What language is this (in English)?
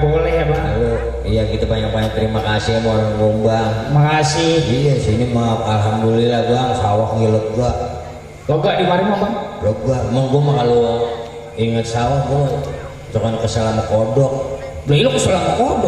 Betawi